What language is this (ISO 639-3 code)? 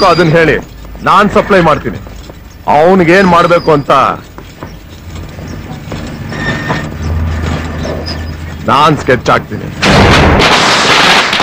kan